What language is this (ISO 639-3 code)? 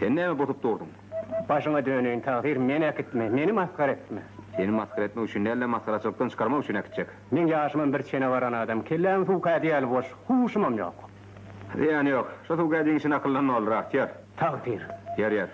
tuk